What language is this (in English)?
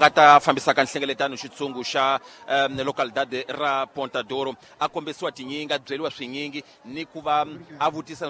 Tsonga